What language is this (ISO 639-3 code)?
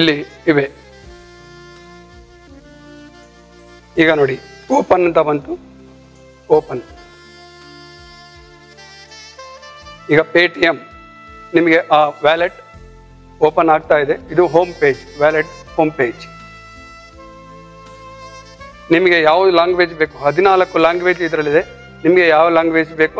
kan